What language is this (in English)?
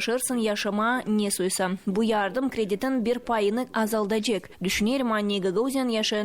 Gagauz